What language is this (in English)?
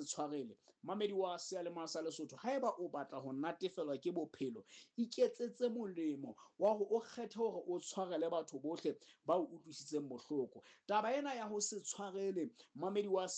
Southern Sotho